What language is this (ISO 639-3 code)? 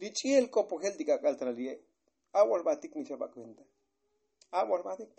tzo